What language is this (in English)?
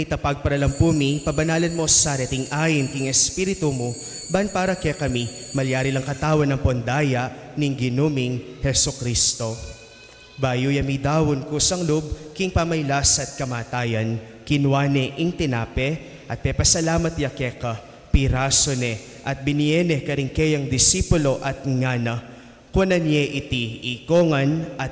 Pampanga